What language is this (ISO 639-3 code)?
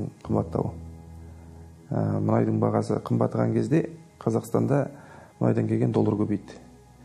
kaz